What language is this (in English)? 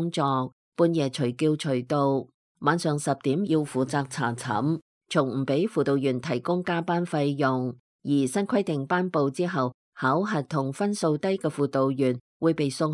Cantonese